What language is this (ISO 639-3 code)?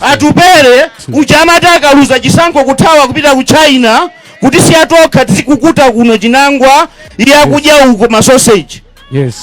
nya